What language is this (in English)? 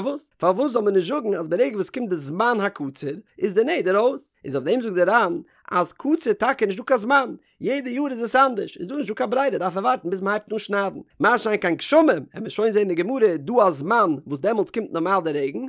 Yiddish